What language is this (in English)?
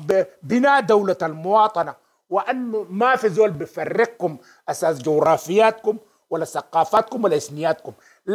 Sudanese Arabic